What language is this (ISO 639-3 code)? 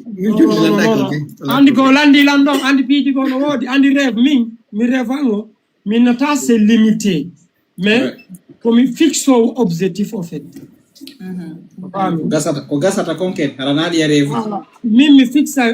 ful